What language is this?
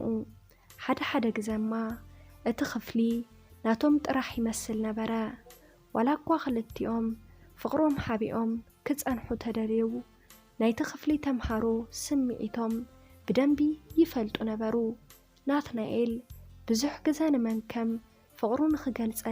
Tigrinya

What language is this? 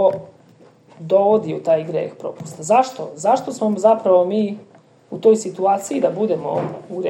Serbian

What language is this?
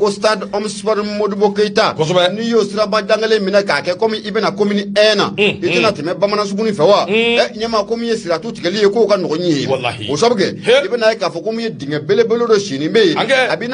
Bambara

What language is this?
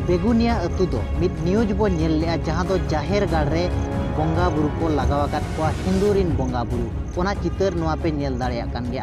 Santali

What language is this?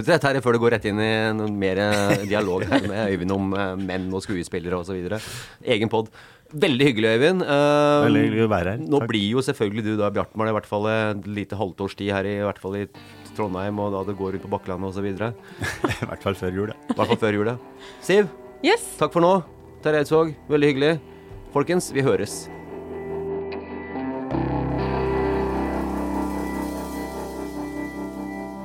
Norwegian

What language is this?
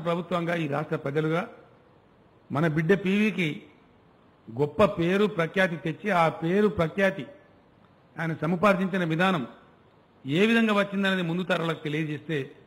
Telugu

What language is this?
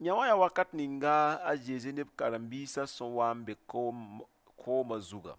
Mossi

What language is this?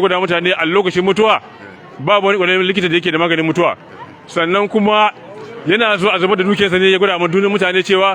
Hausa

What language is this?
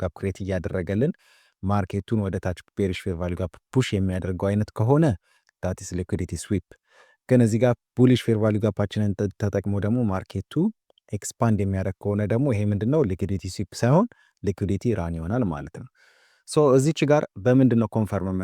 Amharic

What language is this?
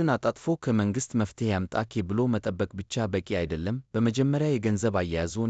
Amharic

